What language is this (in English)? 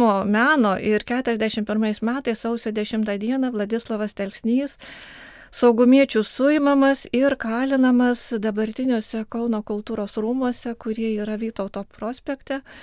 Lithuanian